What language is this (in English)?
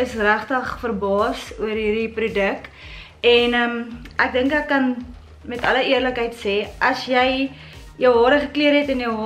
Afrikaans